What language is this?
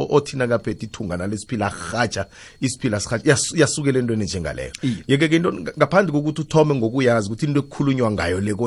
South Ndebele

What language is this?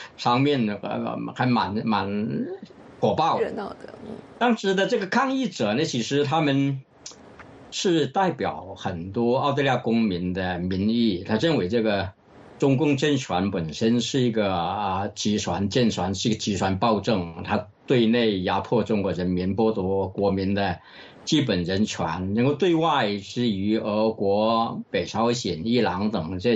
Chinese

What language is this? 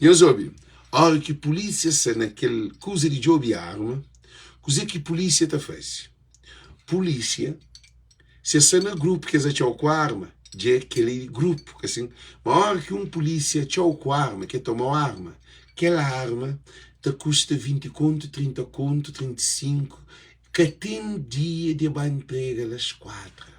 Kabuverdianu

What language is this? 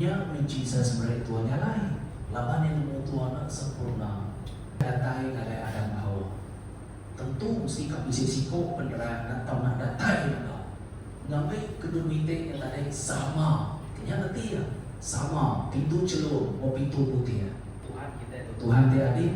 Iban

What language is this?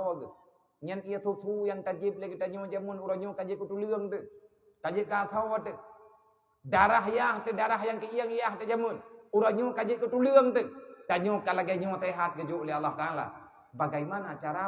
Achinese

